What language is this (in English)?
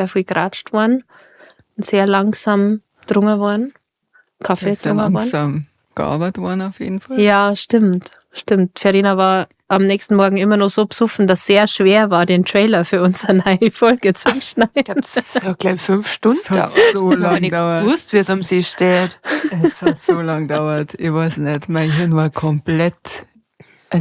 Bavarian